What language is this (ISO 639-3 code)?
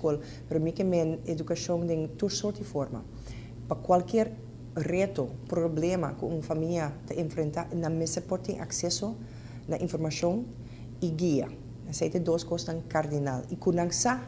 pap